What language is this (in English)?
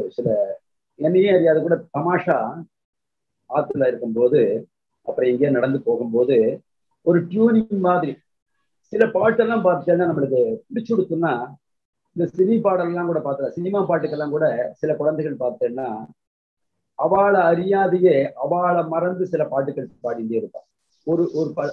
Tamil